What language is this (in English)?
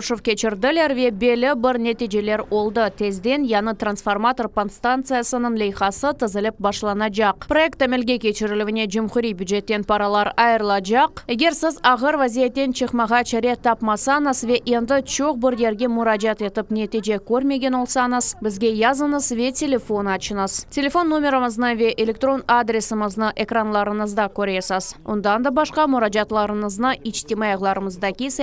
Crimean Tatar